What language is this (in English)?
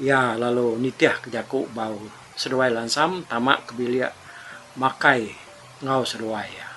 Iban